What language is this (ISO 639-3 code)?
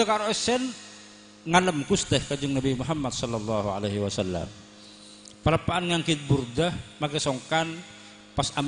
mad